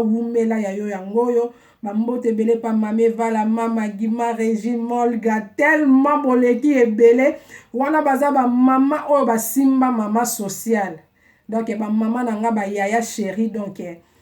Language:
Lingala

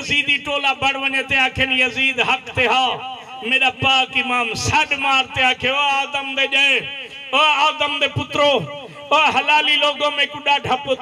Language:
Saraiki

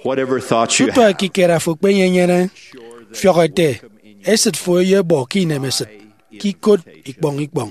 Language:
Efik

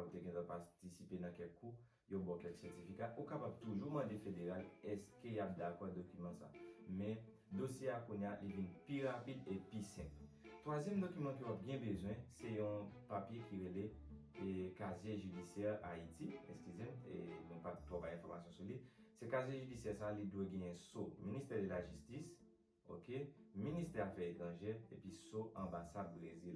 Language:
Haitian Creole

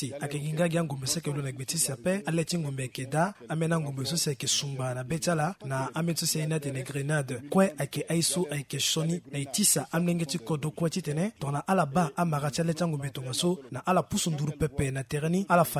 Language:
Sango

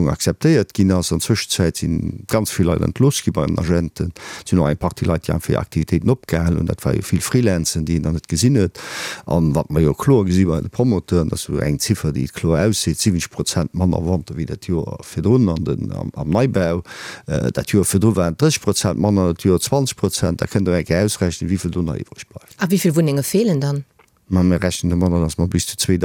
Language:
Luxembourgish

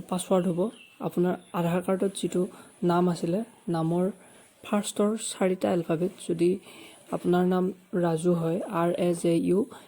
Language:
Assamese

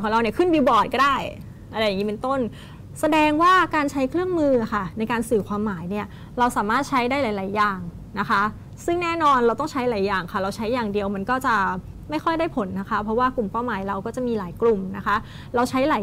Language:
Thai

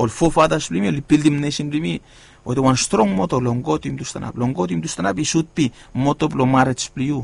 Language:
Bislama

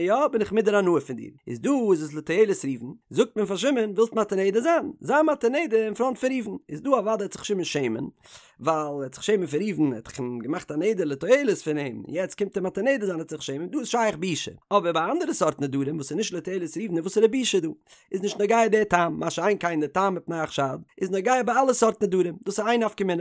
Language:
Yiddish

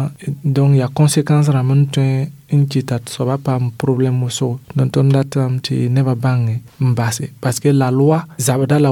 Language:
Mossi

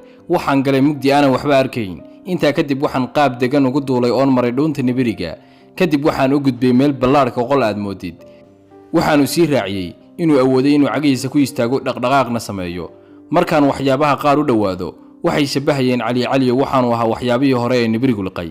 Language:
Somali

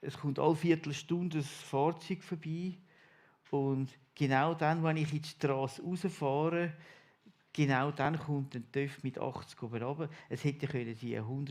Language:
Swiss German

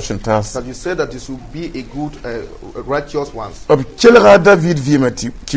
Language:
Mossi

